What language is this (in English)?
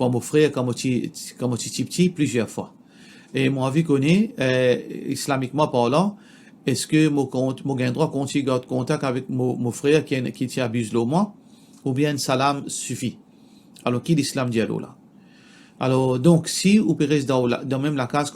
Morisyen